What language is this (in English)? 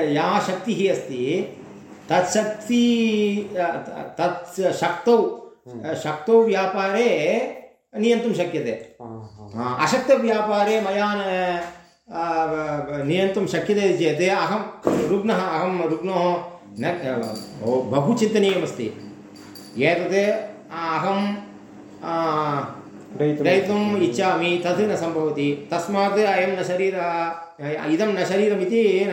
Sanskrit